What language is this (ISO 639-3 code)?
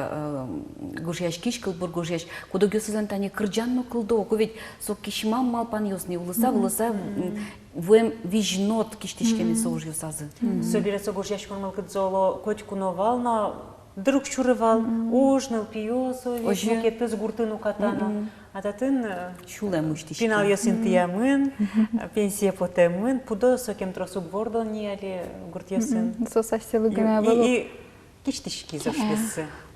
udm